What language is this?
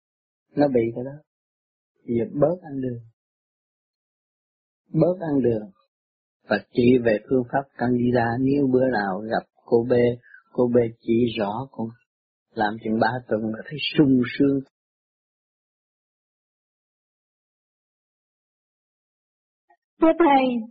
Vietnamese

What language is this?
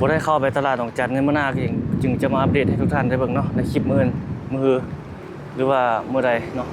Lao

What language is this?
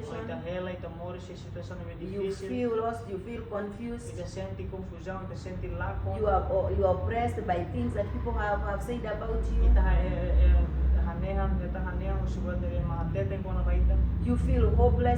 Tetum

